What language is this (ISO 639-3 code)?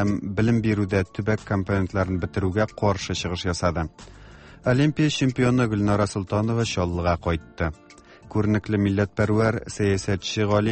tat